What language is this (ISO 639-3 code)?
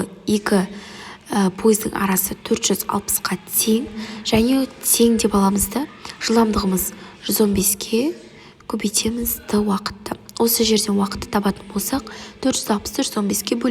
kaz